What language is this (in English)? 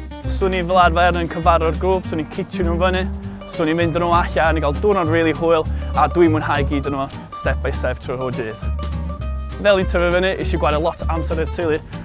Welsh